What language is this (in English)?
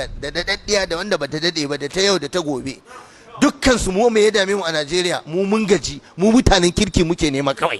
Hausa